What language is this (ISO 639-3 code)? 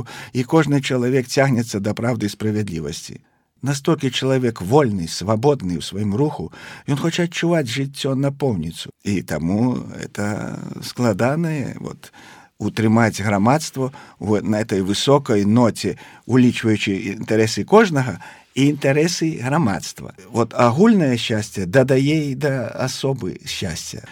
bel